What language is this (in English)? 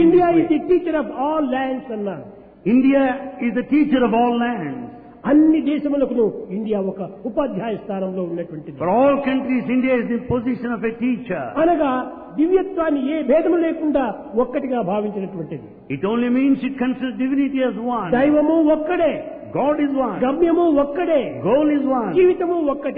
Telugu